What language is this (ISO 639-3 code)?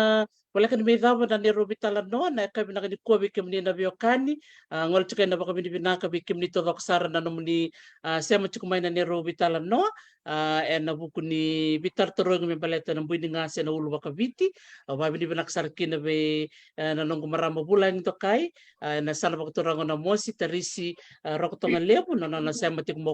fij